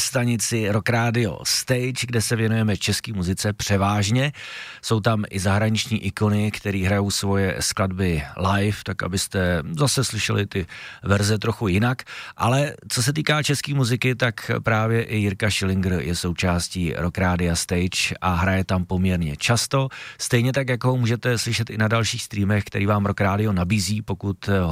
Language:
Czech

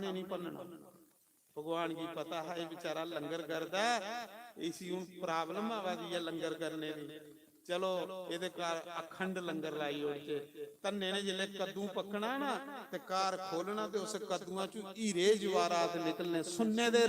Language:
Dogri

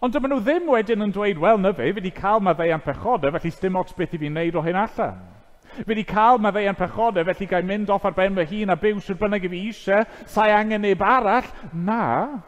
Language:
Welsh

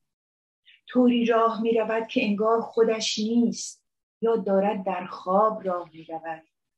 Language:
Persian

